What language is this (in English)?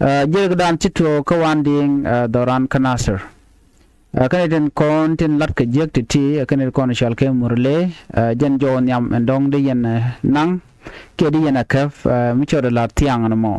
Nuer